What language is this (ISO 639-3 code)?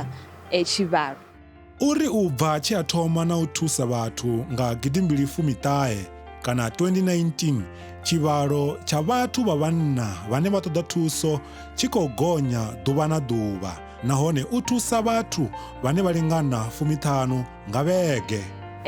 ven